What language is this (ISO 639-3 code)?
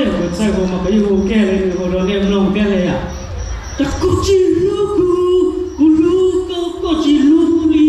hmn